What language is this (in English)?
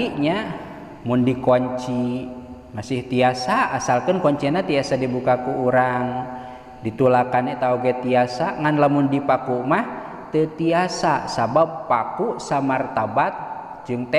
Sundanese